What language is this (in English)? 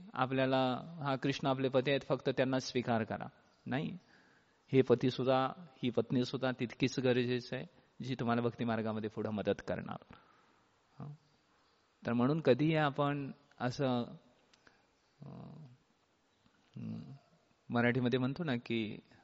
Marathi